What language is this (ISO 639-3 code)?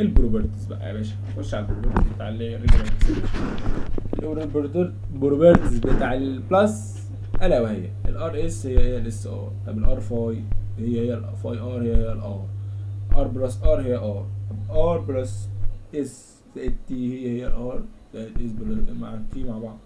arz